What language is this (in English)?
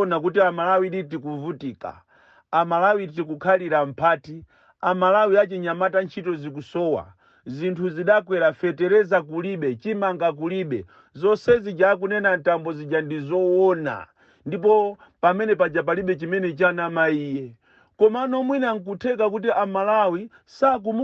Nyanja